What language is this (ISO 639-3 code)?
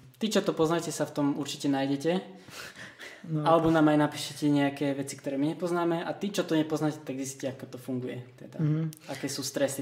slk